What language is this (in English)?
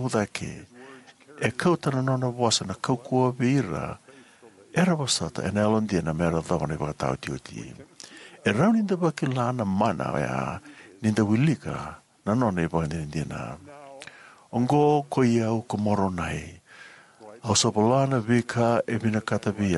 Fijian